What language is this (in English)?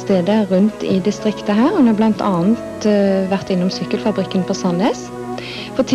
Norwegian